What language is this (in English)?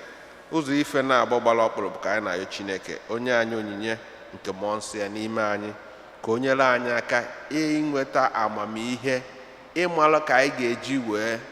Igbo